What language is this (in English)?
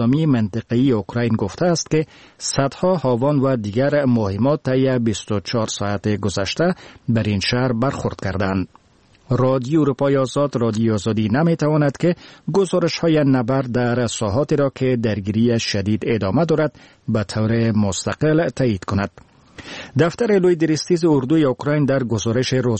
Persian